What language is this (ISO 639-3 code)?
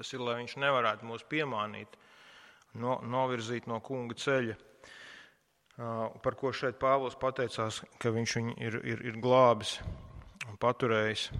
lav